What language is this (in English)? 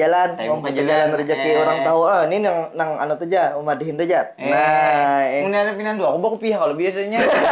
Banjar